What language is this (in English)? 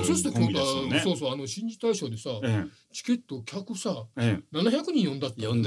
Japanese